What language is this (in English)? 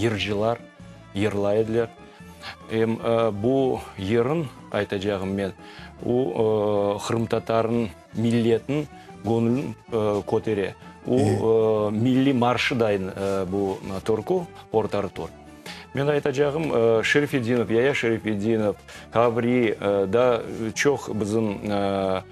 Crimean Tatar